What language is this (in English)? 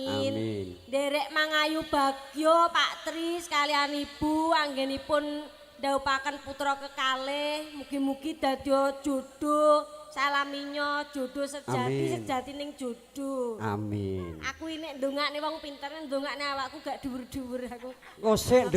Javanese